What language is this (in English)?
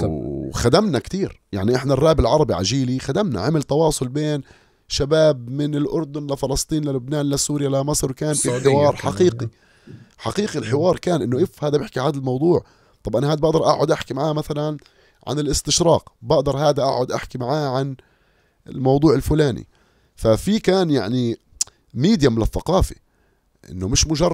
North Levantine Arabic